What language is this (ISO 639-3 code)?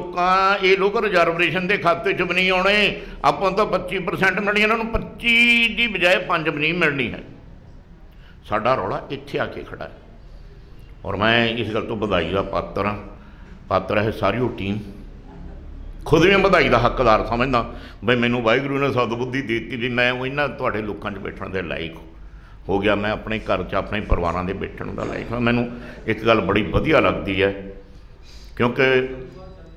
pan